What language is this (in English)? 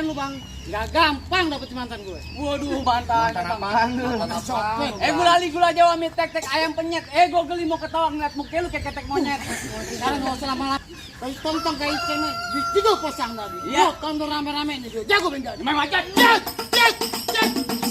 Betawi